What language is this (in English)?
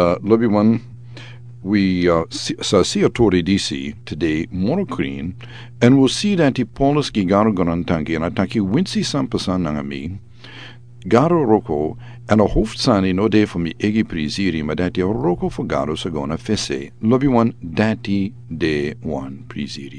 Sranan Tongo